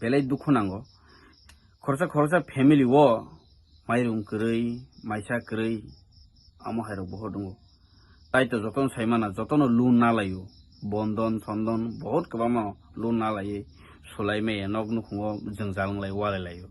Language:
Kok Borok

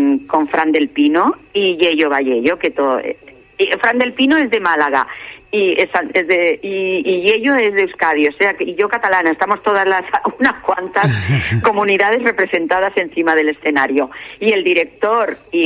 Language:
Spanish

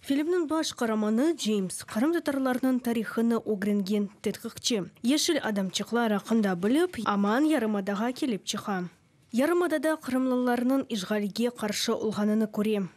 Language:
Crimean Tatar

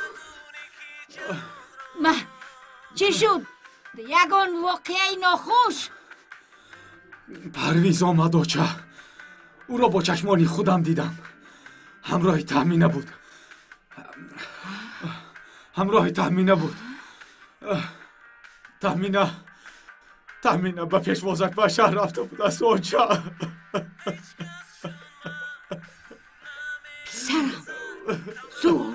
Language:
Tajik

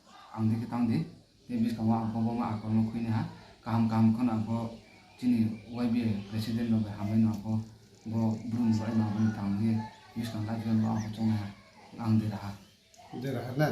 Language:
Riang (India)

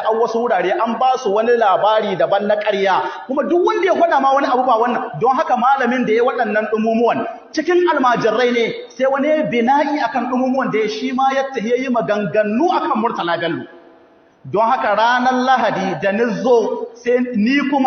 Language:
Hausa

